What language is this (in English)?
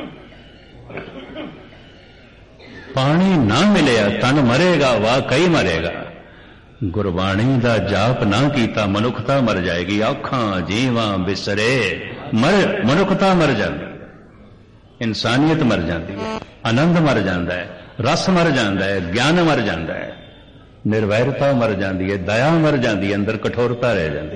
Punjabi